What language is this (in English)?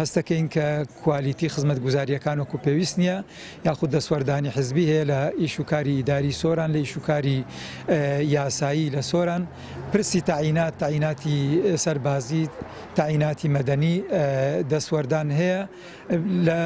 Central Kurdish